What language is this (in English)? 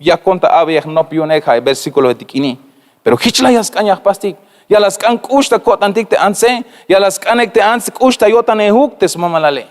Tzeltal